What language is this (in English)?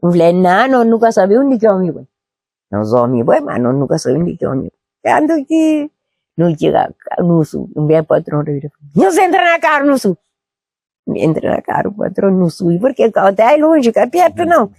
Kabuverdianu